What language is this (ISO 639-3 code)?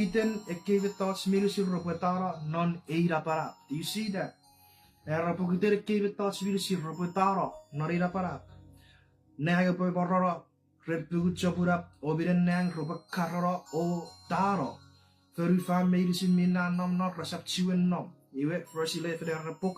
chk